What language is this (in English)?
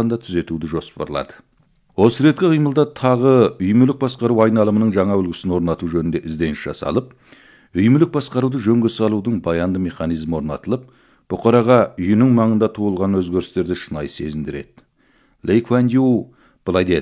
Kazakh